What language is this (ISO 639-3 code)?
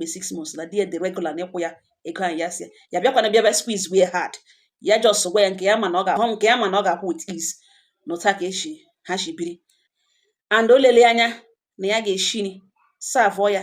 ibo